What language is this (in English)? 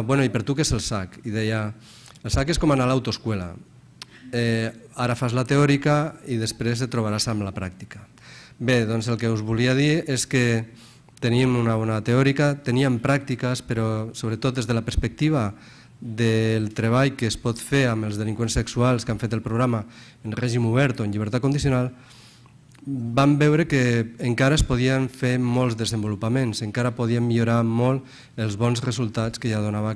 Catalan